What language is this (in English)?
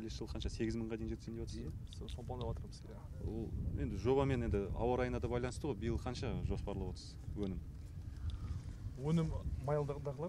Kazakh